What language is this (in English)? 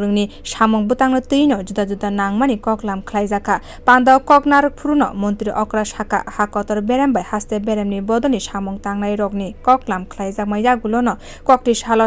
Kok Borok